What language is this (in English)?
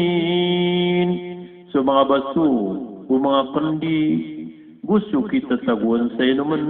Maranao